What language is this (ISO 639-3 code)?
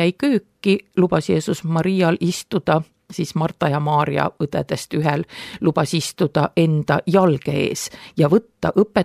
est